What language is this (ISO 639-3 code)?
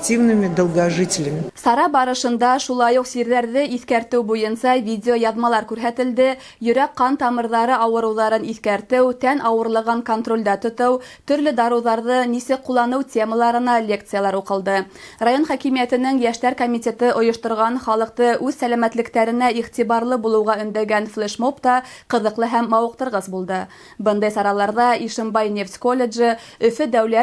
bak